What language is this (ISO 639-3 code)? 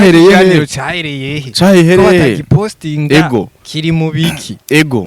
run